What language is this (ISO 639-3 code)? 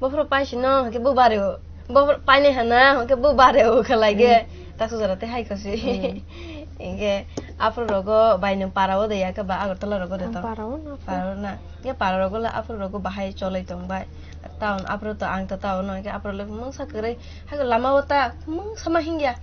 trp